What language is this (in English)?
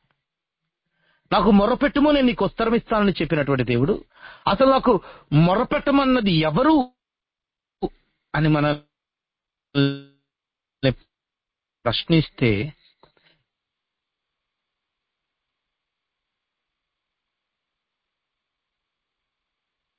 Telugu